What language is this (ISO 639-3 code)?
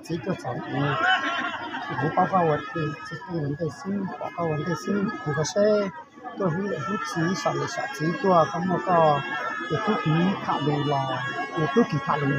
hmn